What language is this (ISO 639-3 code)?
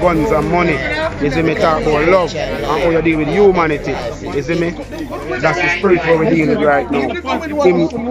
jam